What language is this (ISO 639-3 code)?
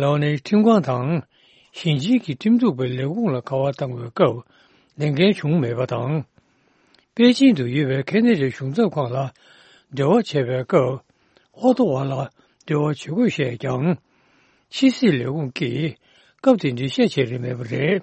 bod